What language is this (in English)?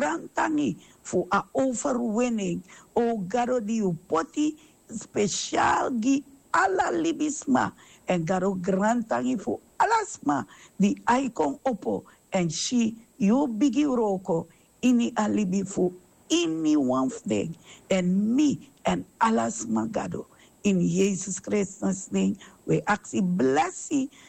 Sranan Tongo